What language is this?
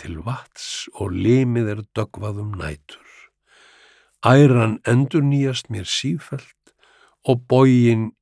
Icelandic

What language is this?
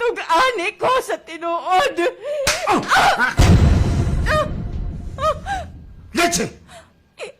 Cebuano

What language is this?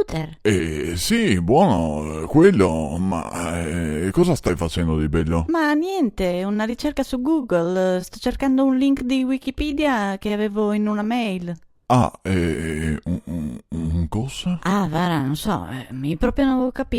Venetian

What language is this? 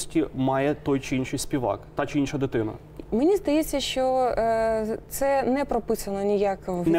Ukrainian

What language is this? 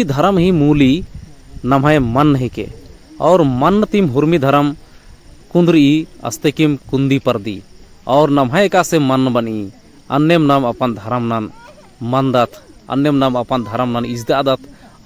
Kurukh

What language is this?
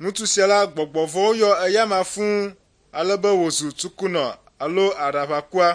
Ewe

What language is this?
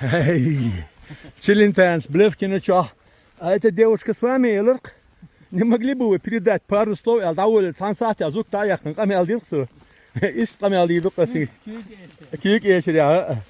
Chechen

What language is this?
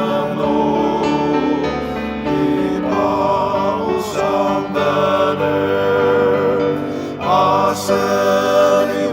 Ao Naga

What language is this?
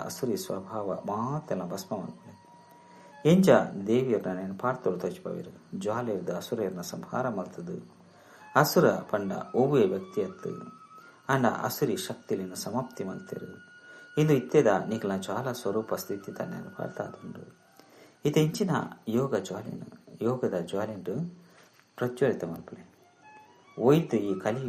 Tulu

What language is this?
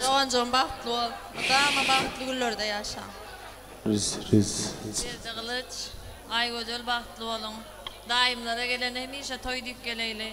Turkmen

